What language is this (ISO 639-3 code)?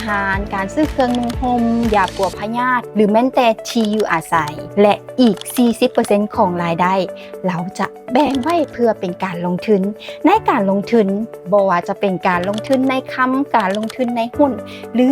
lao